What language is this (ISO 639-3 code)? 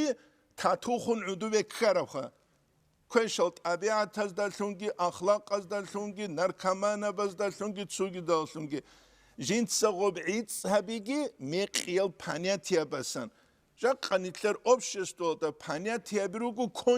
ava